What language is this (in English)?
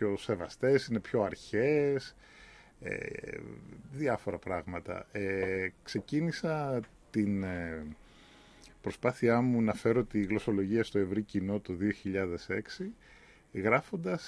Greek